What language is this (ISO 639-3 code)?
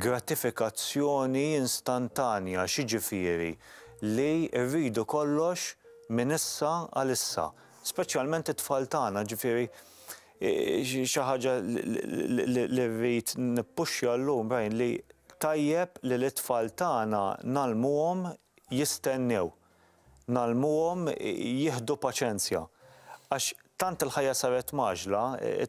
mlt